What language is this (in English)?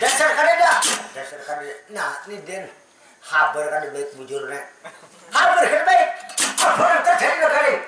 Banjar